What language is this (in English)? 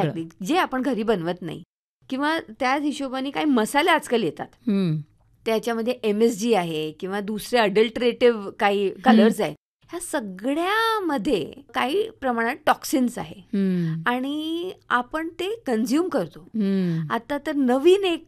Marathi